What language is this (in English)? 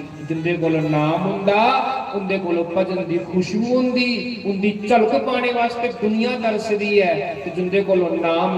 Dogri